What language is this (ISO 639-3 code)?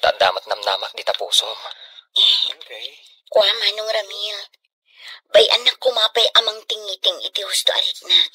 ilo